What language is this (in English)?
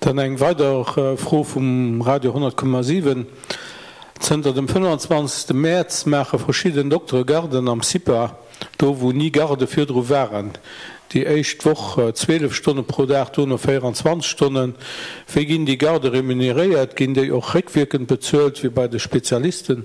Luxembourgish